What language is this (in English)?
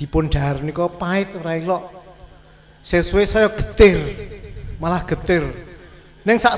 Javanese